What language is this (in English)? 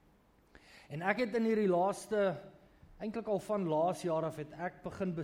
Afrikaans